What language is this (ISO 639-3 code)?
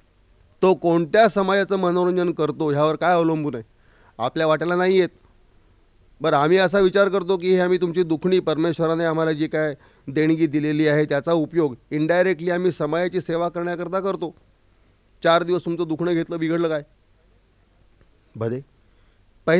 mar